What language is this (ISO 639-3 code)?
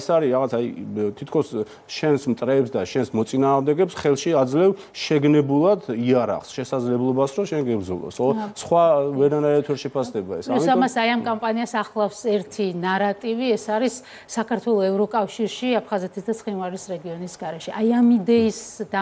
kat